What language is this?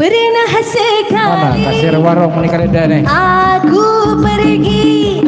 Banjar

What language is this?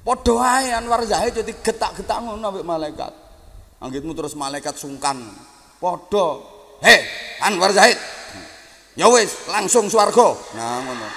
Javanese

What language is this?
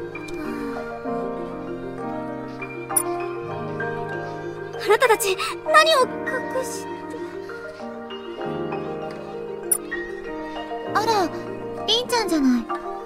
Japanese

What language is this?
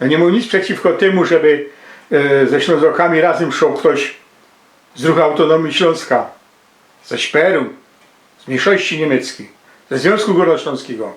Silesian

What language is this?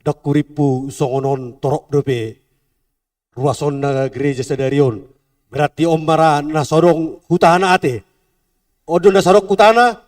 Batak Toba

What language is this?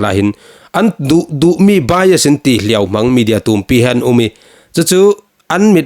Falam Chin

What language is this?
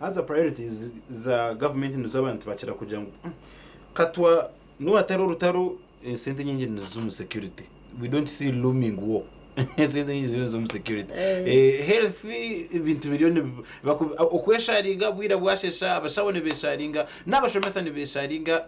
Nyankole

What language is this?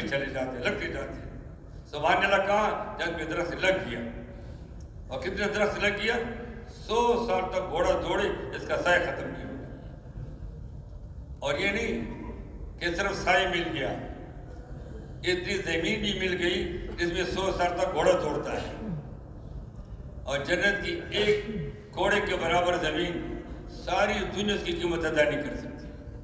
Urdu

